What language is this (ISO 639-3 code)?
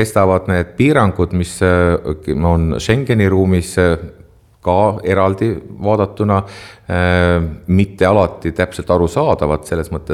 est